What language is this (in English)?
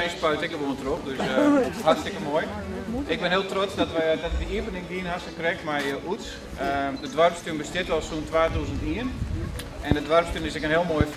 Western Frisian